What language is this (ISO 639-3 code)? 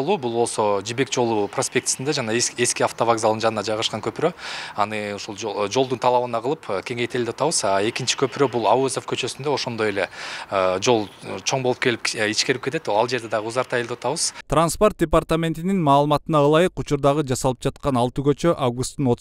kir